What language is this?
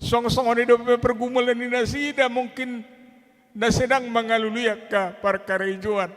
Batak Toba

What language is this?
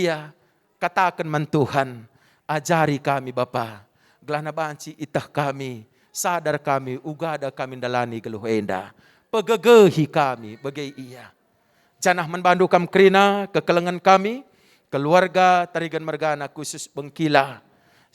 Batak Karo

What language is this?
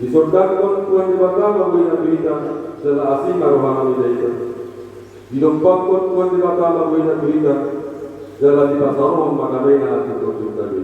Batak Toba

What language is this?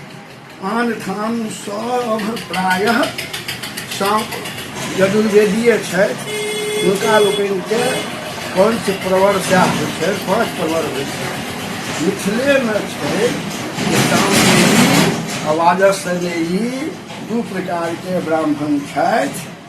Maithili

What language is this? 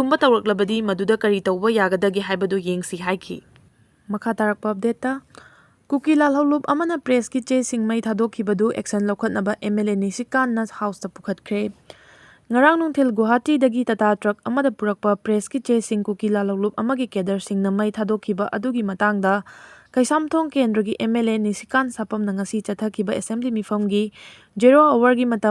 Manipuri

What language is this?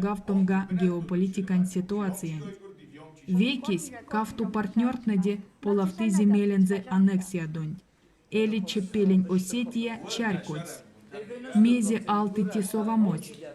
Erzya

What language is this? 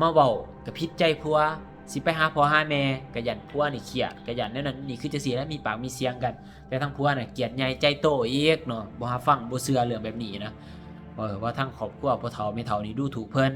Lao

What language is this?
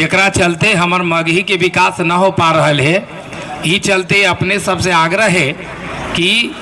Magahi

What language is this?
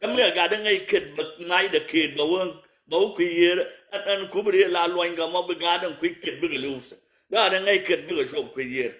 Nuer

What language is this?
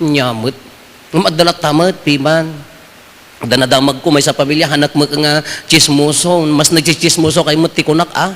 Iloko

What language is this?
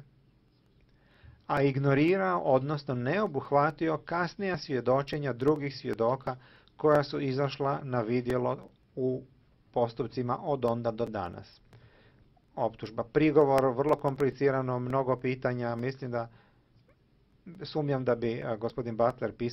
Croatian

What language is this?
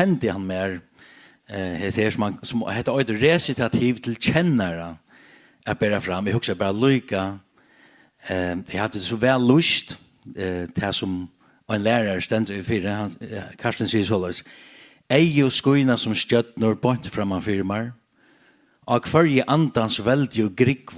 Faroese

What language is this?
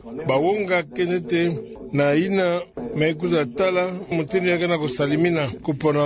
Kituba (Democratic Republic of Congo)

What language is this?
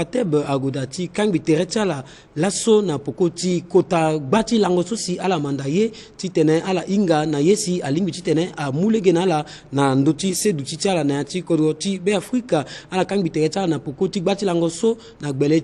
Sango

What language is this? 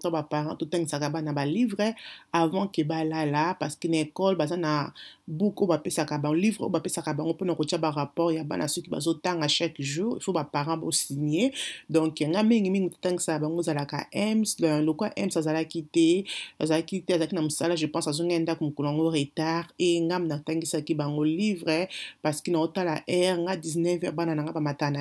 Lingala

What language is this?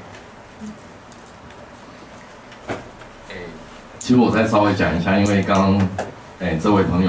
Chinese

